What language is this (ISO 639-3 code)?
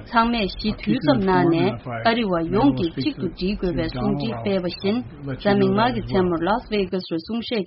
bod